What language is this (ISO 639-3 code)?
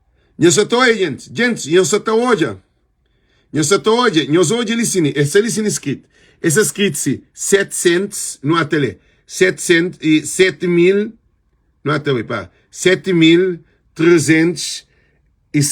kea